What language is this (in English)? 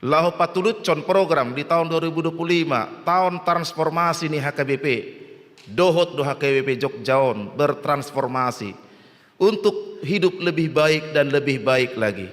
Batak Toba